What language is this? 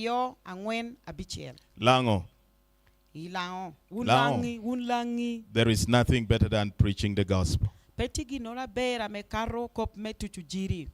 Lango (Uganda)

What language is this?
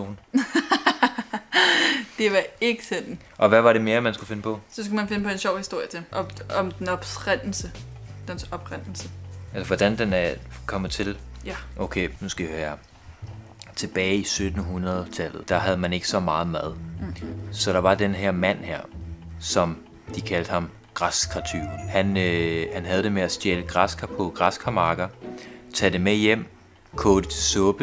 Danish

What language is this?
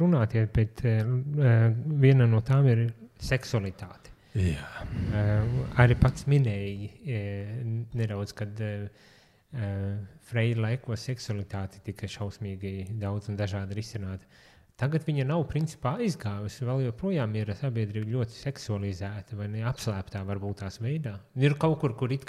Latvian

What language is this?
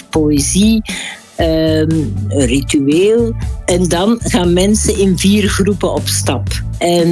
Dutch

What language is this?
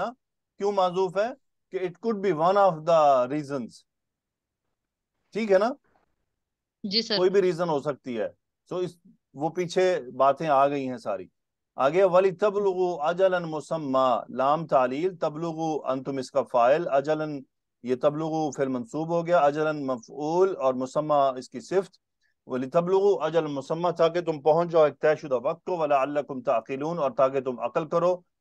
Urdu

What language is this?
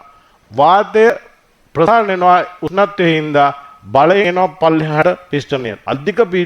Sinhala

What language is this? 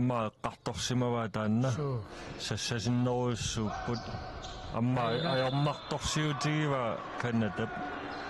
Kalaallisut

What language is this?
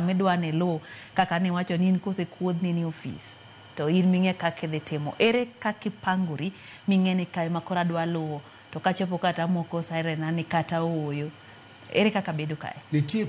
Luo (Kenya and Tanzania)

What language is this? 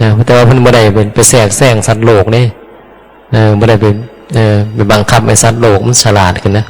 Northeastern Thai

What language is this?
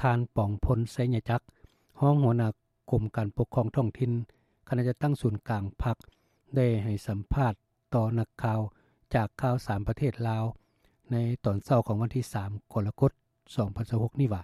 Lao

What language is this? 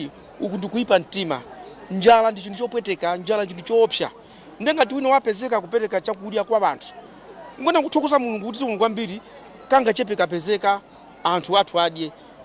Nyanja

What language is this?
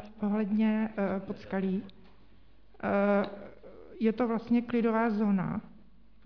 Czech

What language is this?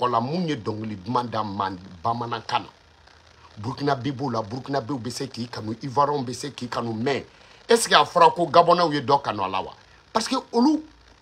Bambara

